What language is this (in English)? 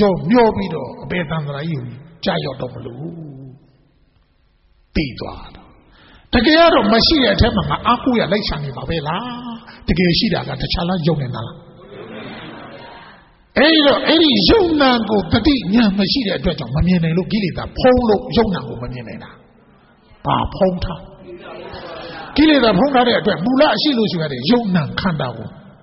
Burmese